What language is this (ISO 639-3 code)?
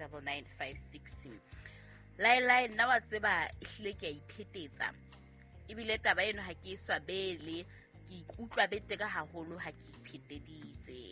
sot